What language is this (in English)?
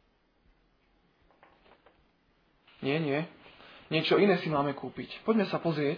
Slovak